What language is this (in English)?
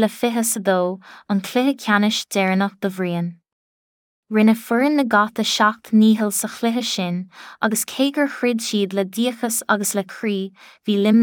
Irish